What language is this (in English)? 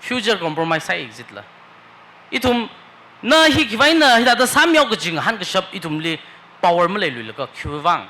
Tangkhul Naga (India)